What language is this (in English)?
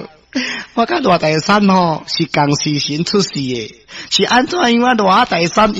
Min Nan Chinese